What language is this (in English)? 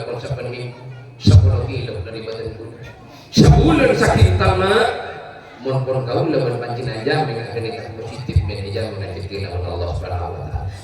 Madurese